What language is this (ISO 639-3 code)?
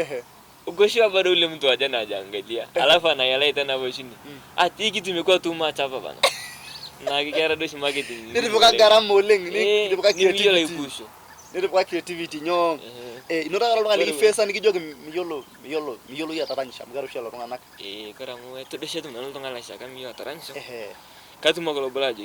mas